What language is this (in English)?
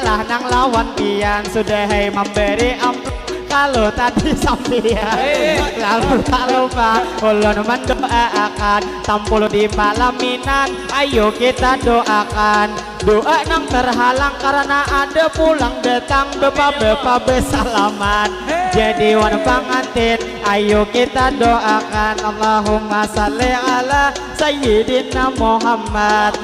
Banjar